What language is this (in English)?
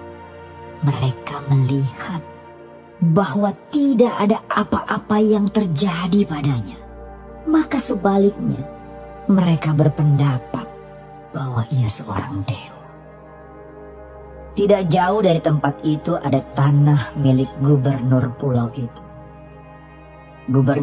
Indonesian